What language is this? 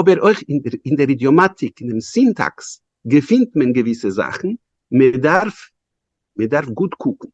Yiddish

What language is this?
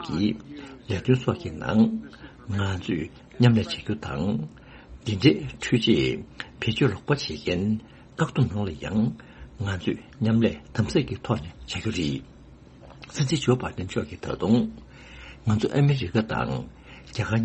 Tibetan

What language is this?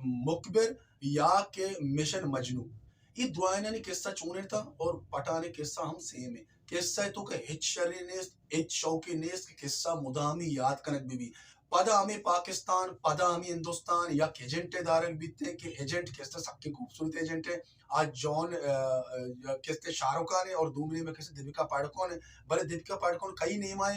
Baluchi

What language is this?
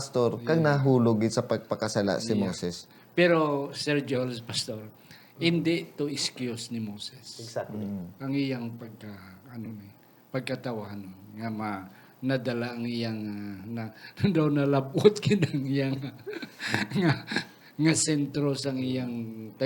Hiligaynon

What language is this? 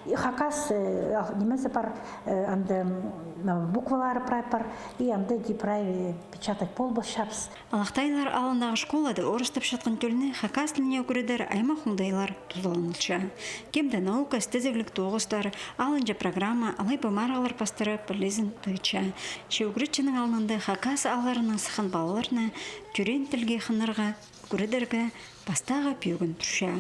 Khakas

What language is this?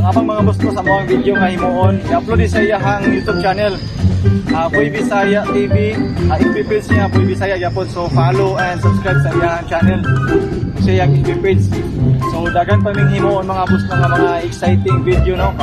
Cebuano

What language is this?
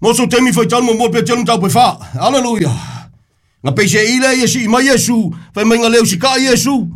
Samoan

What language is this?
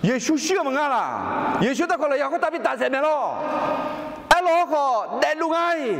Akha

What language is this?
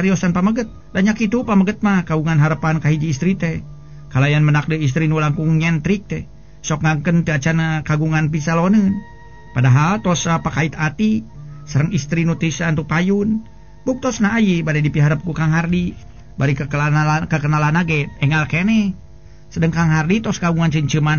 Sundanese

